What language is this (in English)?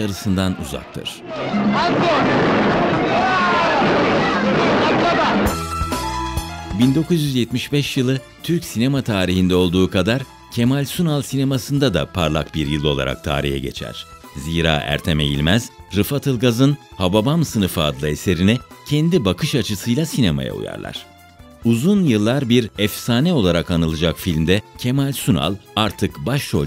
Turkish